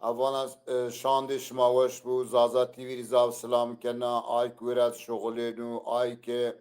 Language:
Zaza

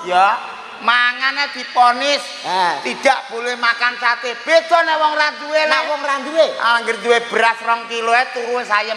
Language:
Javanese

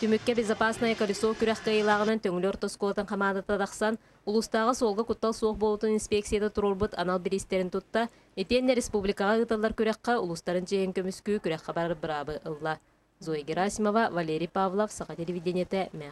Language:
Yakut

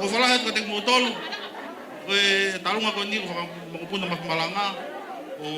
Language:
Tongan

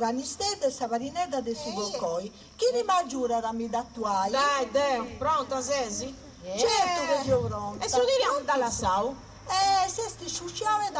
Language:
Sardinian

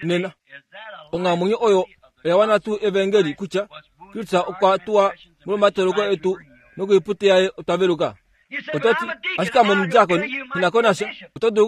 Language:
Kuanyama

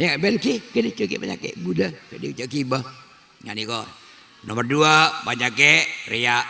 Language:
Madurese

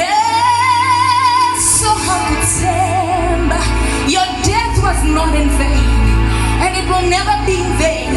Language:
Tsonga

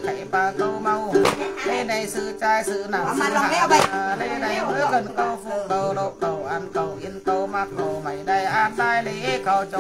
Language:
Vietnamese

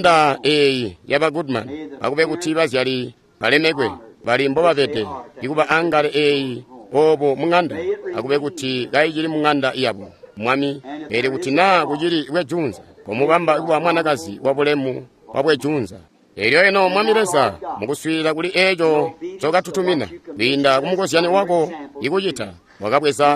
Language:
Tonga (Zambia)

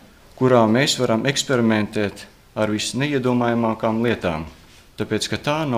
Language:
Latvian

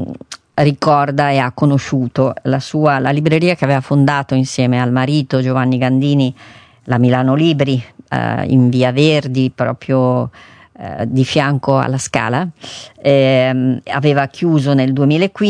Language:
Italian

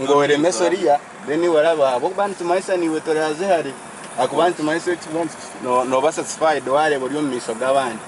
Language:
Nyankole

